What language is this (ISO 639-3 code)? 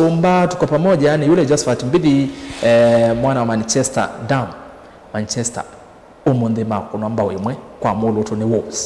kam